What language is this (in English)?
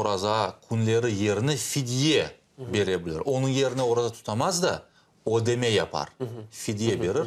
Crimean Tatar